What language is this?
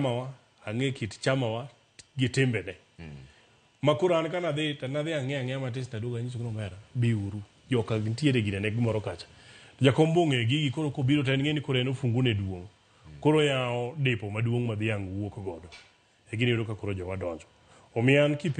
Luo (Kenya and Tanzania)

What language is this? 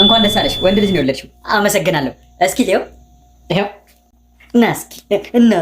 Amharic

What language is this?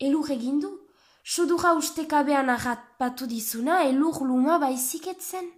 Basque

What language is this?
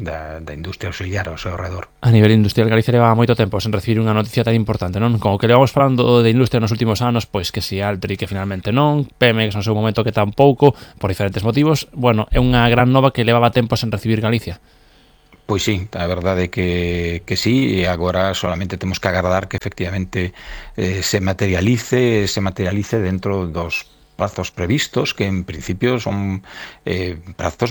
Galician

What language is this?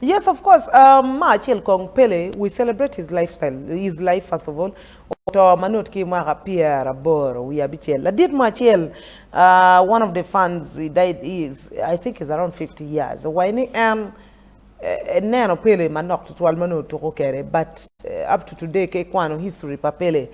Acoli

